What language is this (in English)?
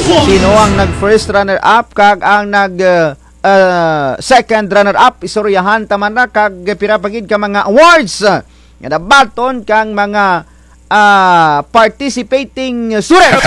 Kinaray-a